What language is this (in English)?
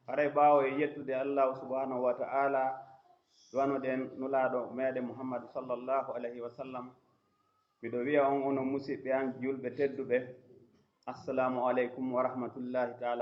Pular